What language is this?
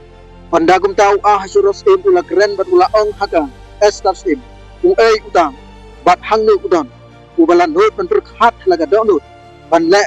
Khasi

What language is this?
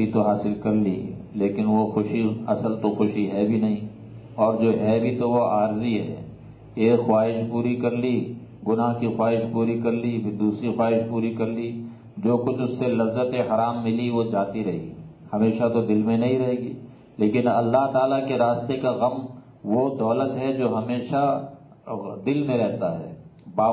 Urdu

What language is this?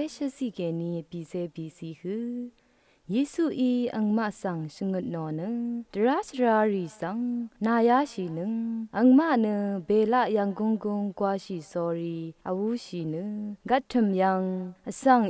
Rawang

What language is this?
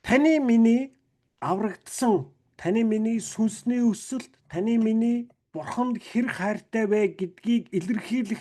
Mongolian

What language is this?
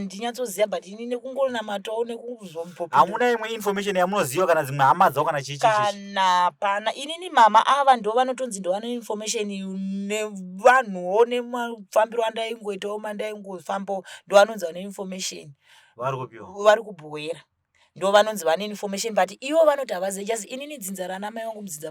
Shona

